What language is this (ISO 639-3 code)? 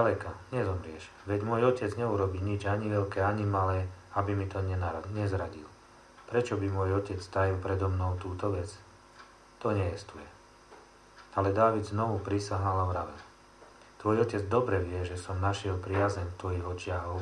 slk